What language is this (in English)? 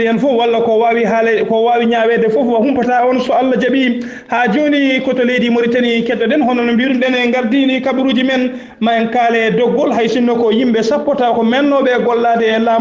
Fula